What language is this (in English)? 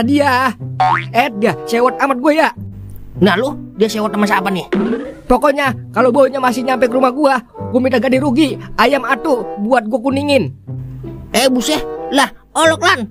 Betawi